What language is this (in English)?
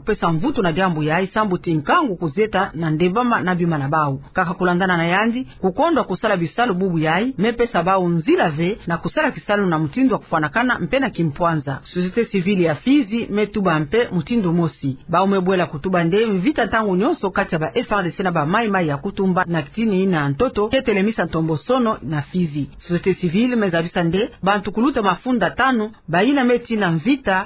Kituba (Democratic Republic of Congo)